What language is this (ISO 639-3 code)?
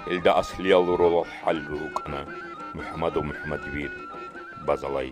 ava